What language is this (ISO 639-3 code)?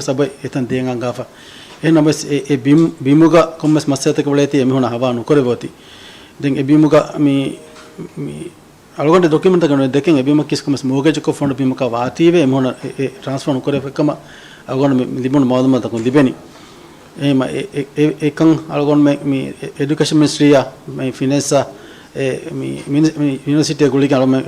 div